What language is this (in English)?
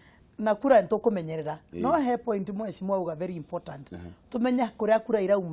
Kikuyu